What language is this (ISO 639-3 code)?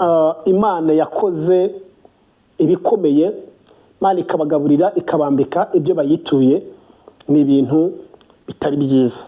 kin